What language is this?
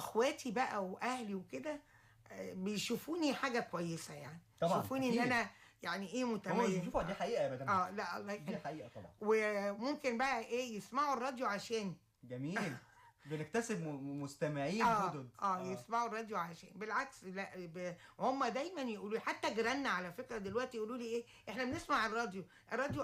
Egyptian Arabic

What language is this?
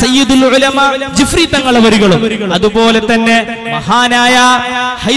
Malayalam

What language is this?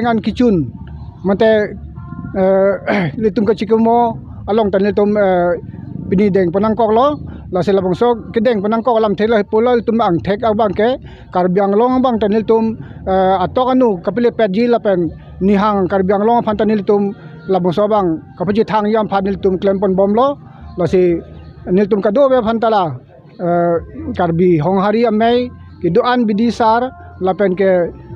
Karbi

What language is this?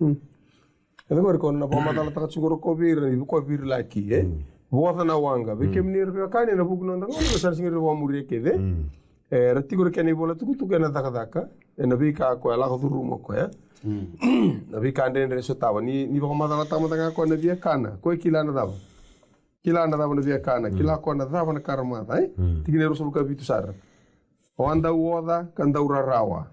Fijian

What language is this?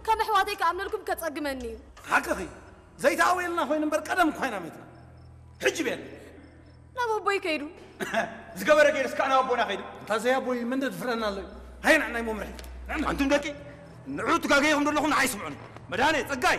Tigrinya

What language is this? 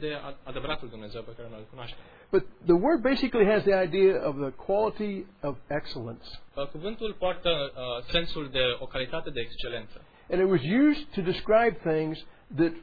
Romanian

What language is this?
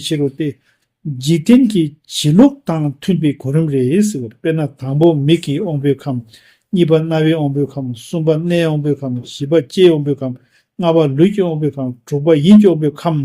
Tibetan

